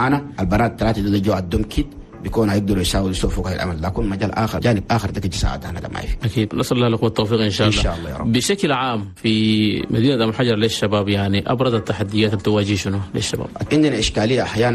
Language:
Chadian Arabic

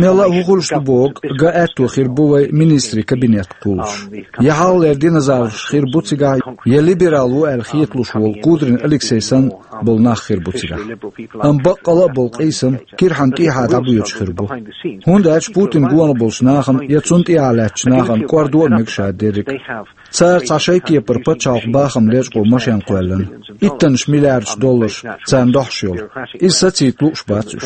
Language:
Chechen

